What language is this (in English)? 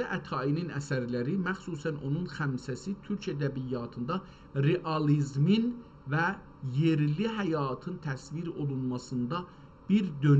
South Azerbaijani